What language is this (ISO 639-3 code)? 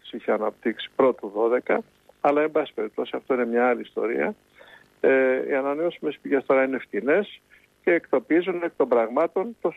ell